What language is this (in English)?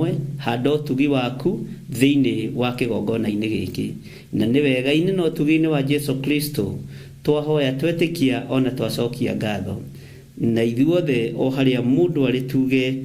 Kikuyu